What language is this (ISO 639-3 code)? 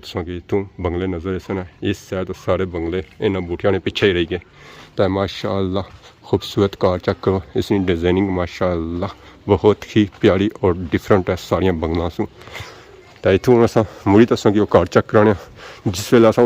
phr